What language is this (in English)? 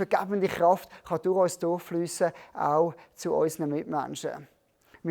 Swiss German